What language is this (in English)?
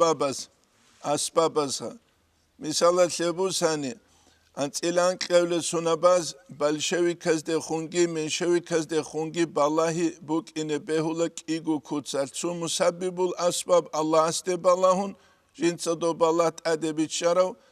Avaric